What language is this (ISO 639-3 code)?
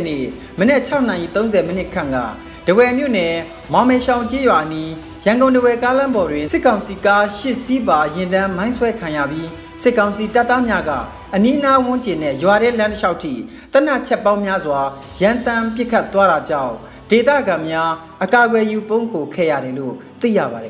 mya